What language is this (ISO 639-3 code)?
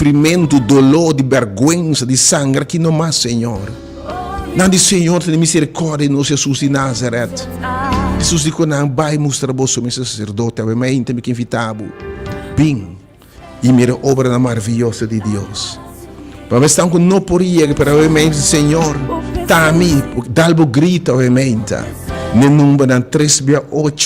pap